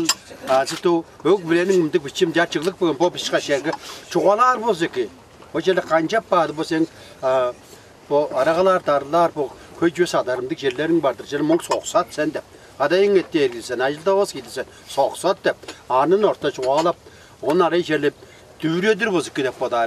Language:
Tuvinian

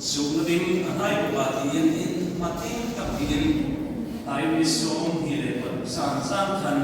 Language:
Hmar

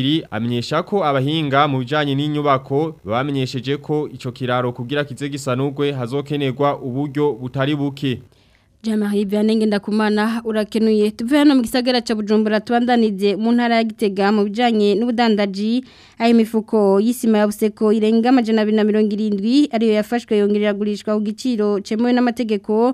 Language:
Rundi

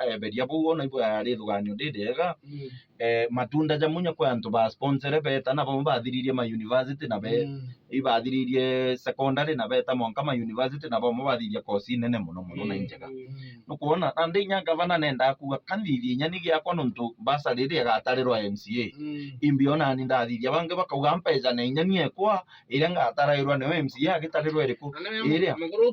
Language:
Meru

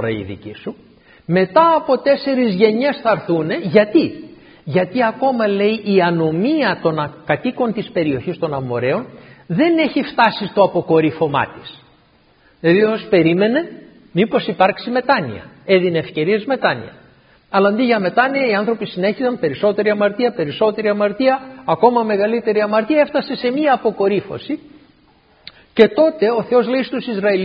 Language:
Greek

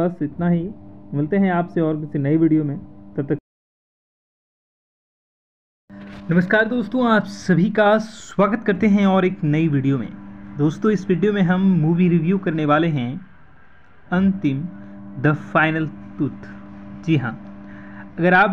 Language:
Hindi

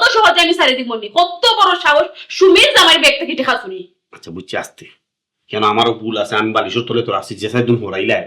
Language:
Sylheti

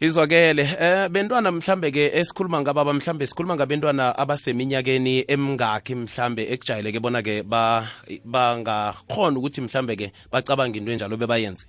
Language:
South Ndebele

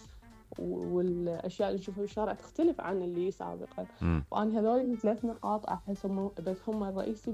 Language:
Mesopotamian Arabic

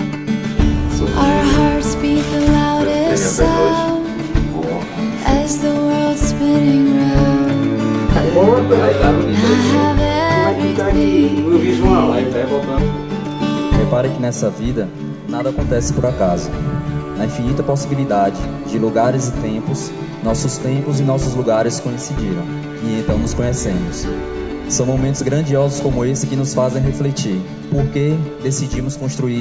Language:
Portuguese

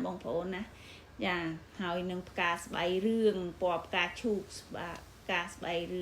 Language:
Khmer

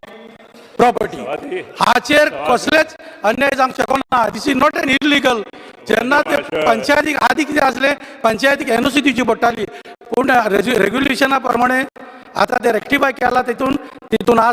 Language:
Konkani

